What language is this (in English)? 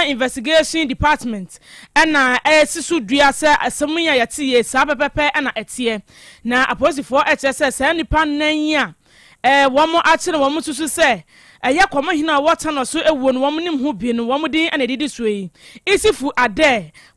Akan